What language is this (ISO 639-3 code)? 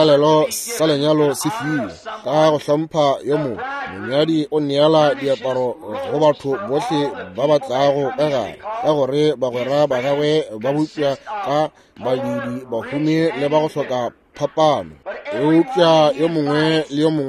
nso